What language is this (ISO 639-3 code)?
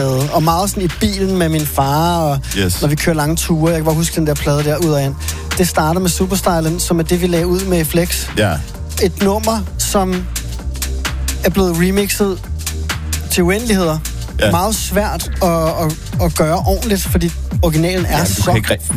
dan